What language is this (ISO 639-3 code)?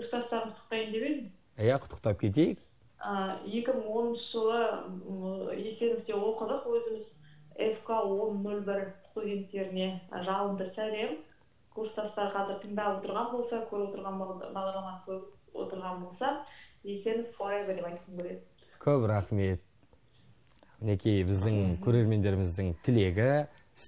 kaz